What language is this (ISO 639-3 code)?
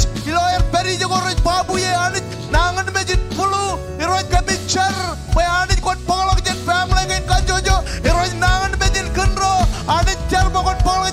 mah